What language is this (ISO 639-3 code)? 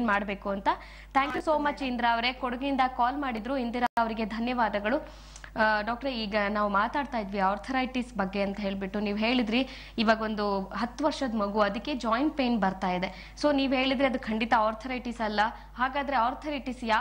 kan